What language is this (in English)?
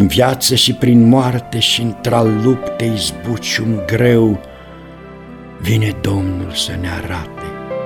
Romanian